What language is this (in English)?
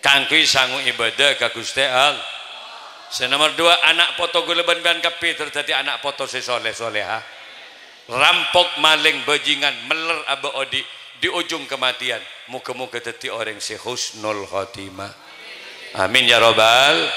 Madurese